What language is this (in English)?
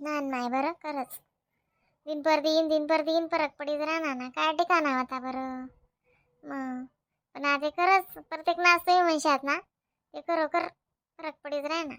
Khandesi